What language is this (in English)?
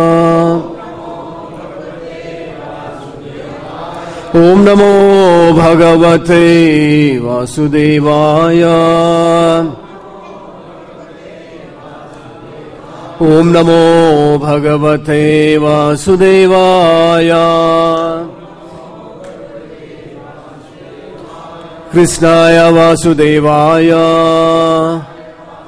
Hindi